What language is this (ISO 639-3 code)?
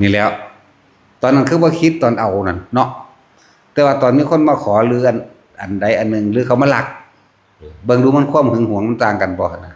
tts